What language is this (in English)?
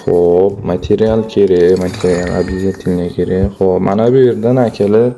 Uzbek